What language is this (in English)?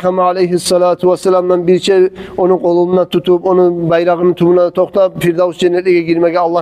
Kumyk